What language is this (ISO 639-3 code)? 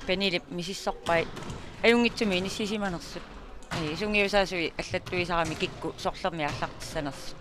kal